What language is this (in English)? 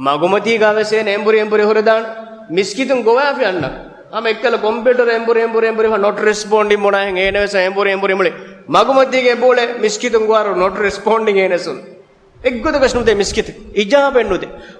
Divehi